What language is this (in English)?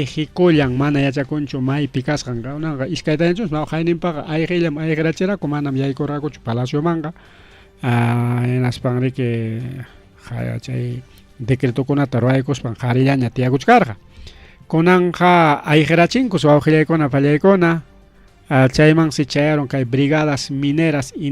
Ayacucho Quechua